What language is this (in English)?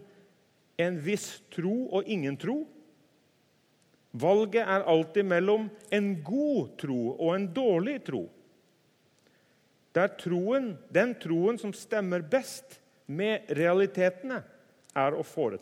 Norwegian